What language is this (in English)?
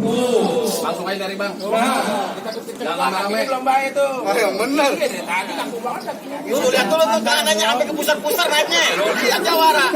Betawi